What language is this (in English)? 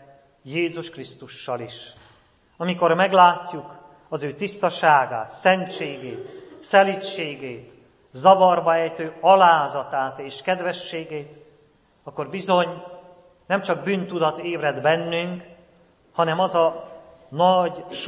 Hungarian